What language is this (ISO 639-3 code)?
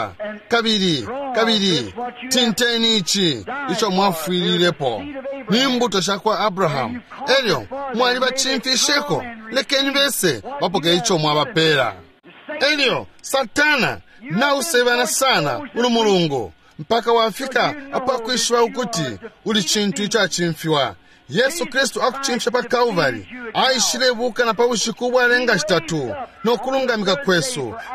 bem